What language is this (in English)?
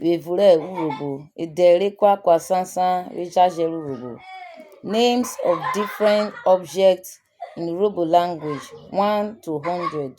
Urhobo